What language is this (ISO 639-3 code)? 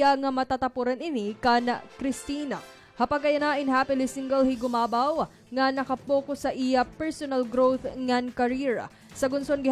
war